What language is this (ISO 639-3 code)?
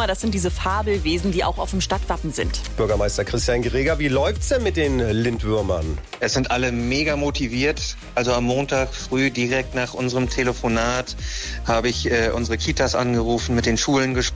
deu